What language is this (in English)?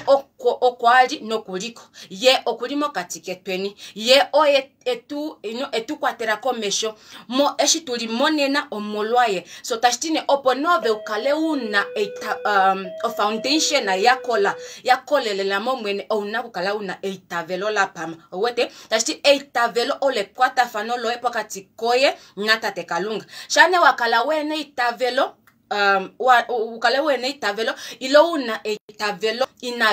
Kuanyama